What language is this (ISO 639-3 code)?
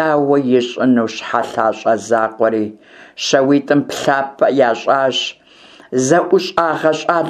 kbd